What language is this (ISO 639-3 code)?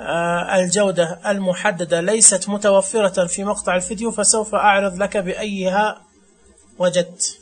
ars